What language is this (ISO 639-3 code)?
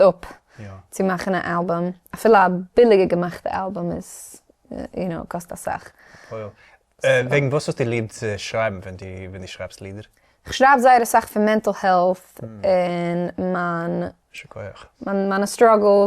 yid